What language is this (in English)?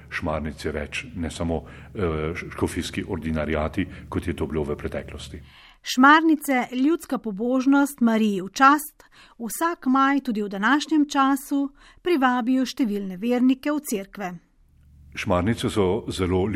Slovenian